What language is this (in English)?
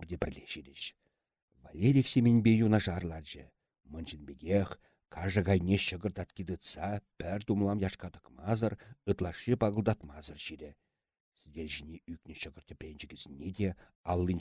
Chuvash